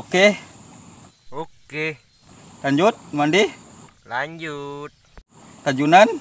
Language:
Banjar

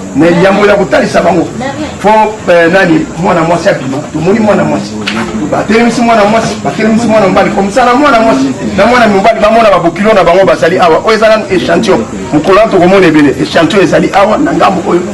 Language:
Lingala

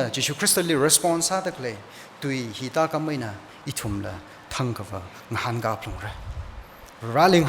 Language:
Tangkhul Naga (India)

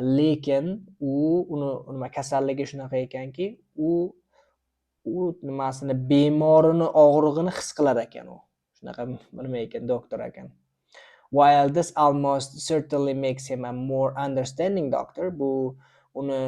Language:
Uzbek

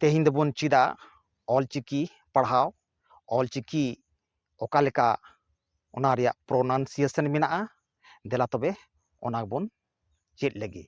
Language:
Santali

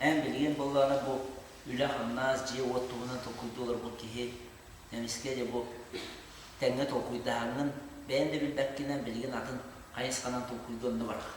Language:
Yakut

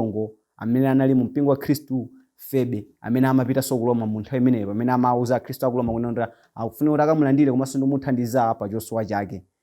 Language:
Nyanja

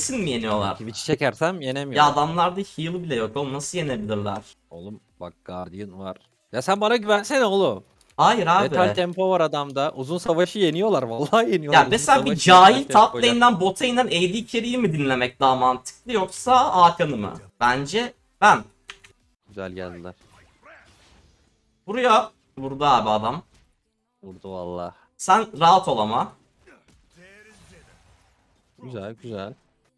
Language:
Turkish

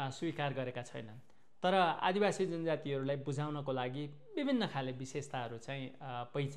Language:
Nepali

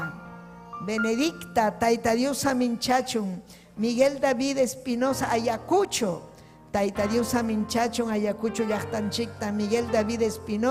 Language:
Ayacucho Quechua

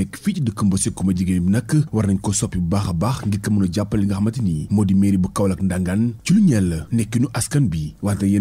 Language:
Wolof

